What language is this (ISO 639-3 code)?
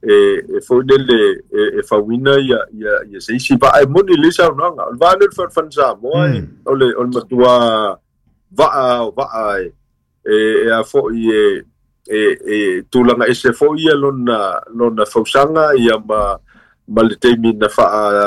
smo